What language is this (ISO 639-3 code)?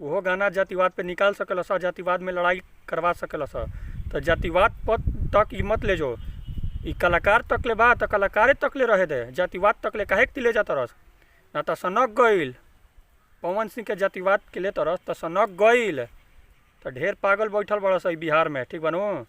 bho